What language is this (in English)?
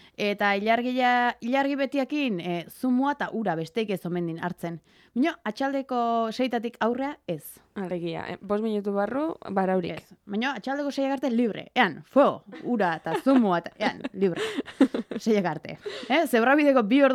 Basque